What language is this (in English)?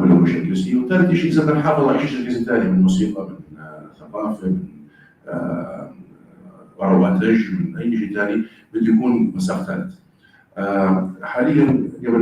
North Levantine Arabic